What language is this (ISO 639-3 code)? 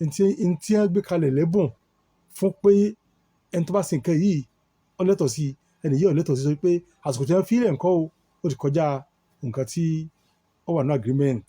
yor